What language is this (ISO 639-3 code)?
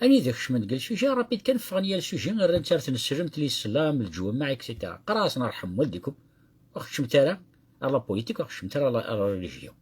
kab